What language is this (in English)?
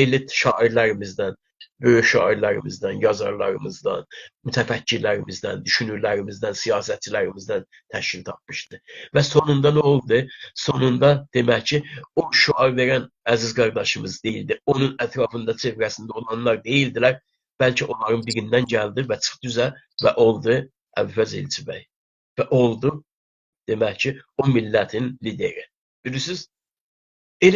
South Azerbaijani